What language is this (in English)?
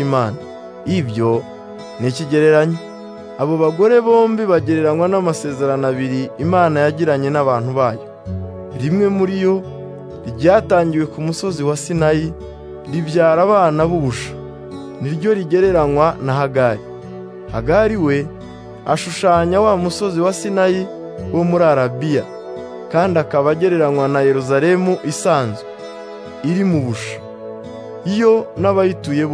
Kinyarwanda